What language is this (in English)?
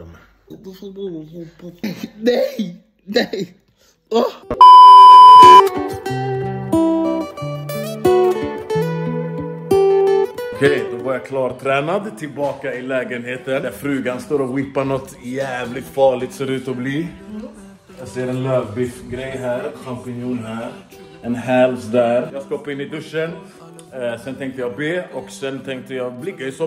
Swedish